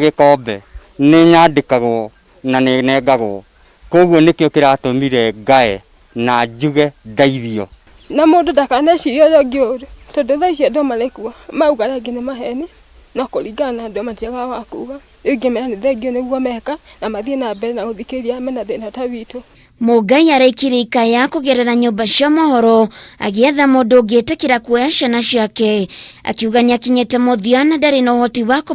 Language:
Kikuyu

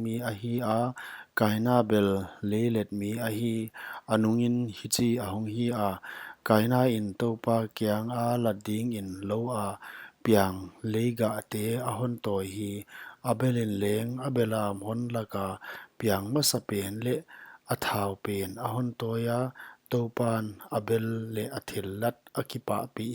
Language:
Paite Chin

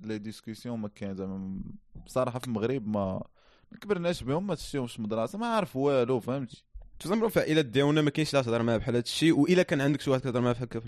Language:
Moroccan Arabic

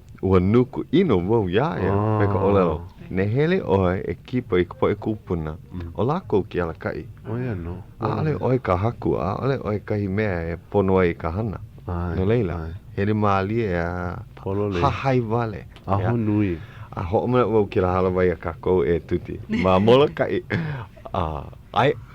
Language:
Hawaiian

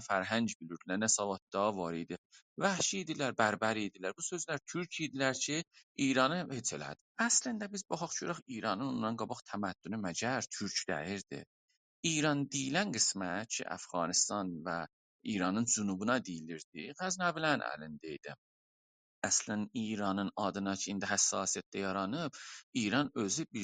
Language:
South Azerbaijani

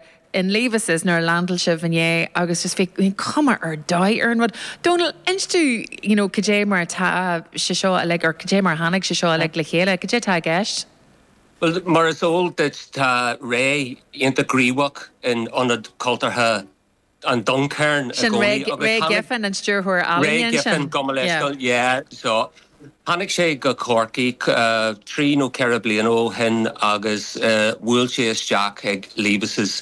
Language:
Irish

